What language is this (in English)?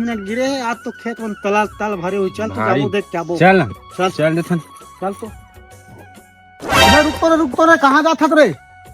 Chhattisgarhi